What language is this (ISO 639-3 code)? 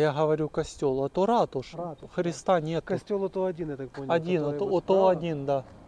rus